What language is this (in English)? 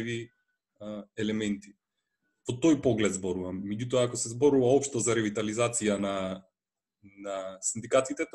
Macedonian